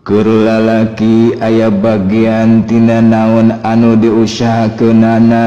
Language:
Sundanese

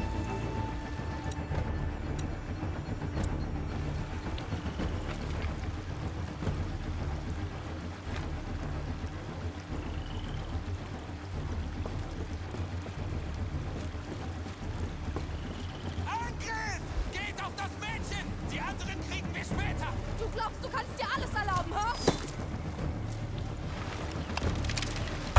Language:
German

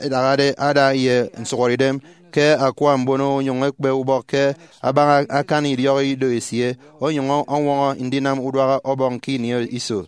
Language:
Efik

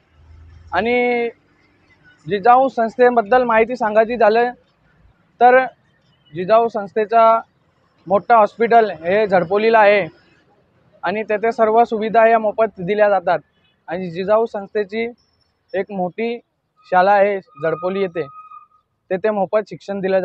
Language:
Marathi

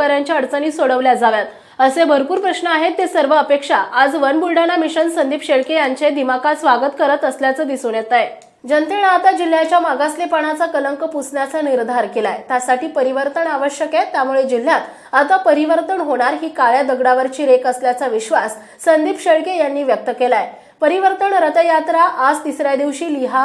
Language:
Marathi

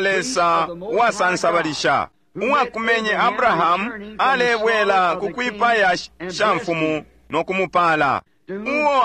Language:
Bemba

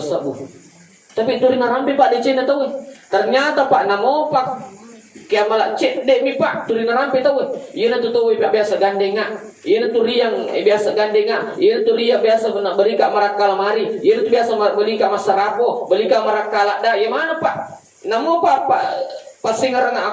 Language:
Buginese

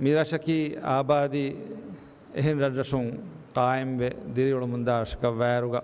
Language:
Divehi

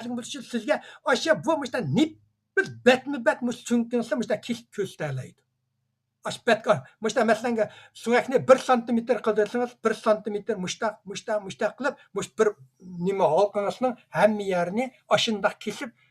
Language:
Uyghur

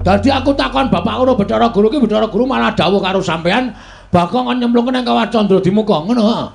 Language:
Javanese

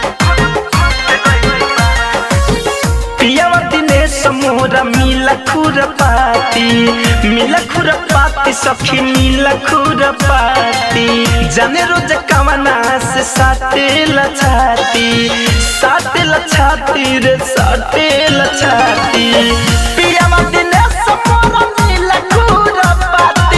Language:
Bhojpuri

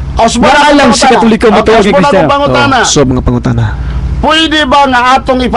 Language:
Cebuano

